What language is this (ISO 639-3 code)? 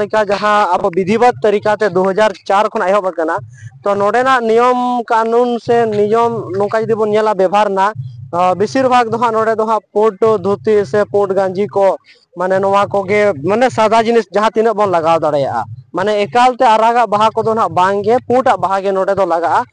sat